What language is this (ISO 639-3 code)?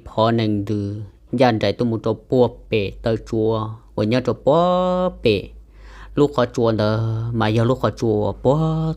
hmn